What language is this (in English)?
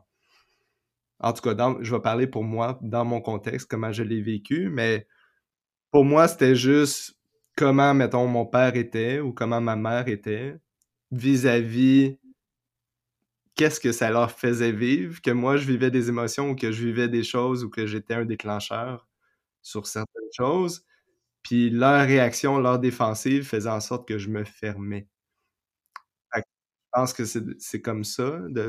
French